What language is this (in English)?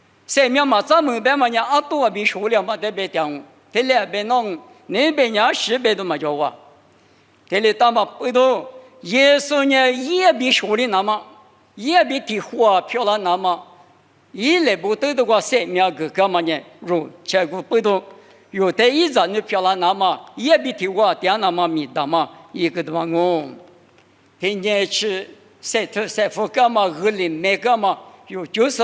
Lisu